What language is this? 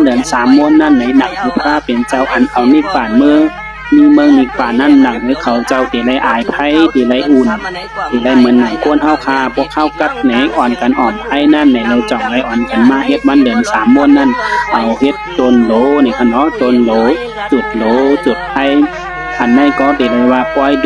Shan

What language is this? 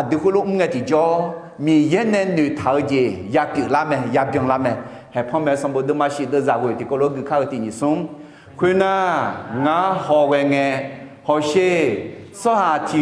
Akha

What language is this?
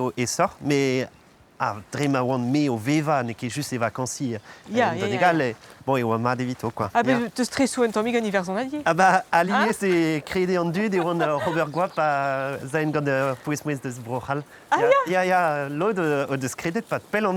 Breton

